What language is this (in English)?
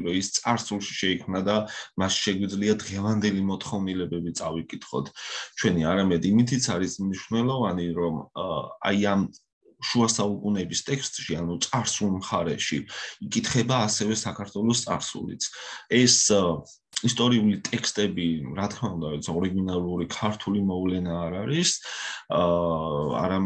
Georgian